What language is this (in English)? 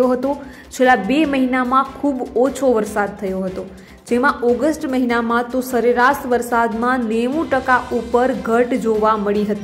Gujarati